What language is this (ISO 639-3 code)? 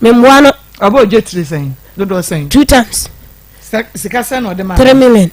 aka